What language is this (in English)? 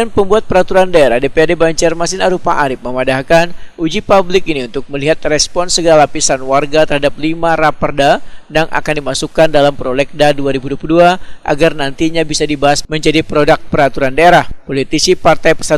Banjar